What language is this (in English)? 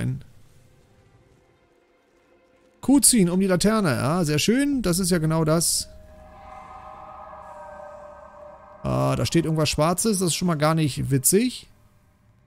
German